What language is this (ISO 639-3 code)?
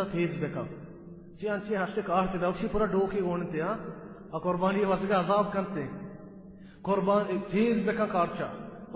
bal